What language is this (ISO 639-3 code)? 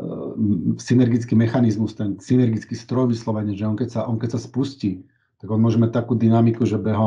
slk